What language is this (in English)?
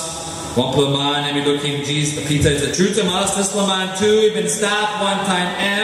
Tok Pisin